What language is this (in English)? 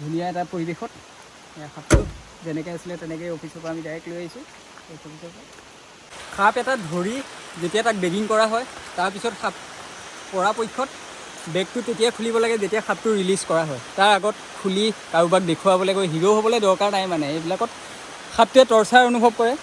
Assamese